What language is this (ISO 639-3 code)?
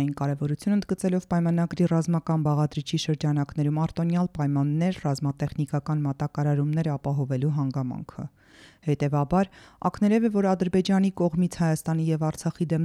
hye